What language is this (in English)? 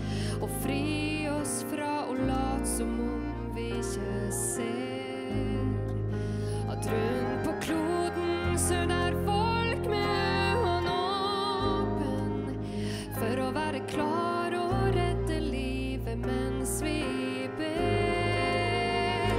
Norwegian